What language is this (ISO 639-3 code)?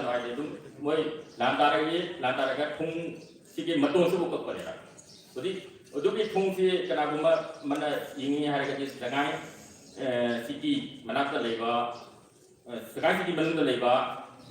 mni